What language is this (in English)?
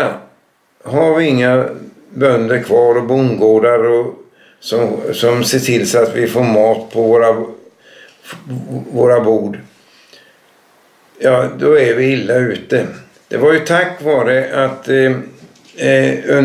Swedish